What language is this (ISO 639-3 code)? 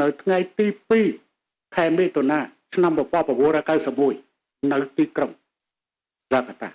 khm